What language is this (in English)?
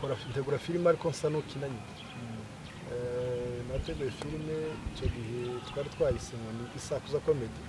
Kinyarwanda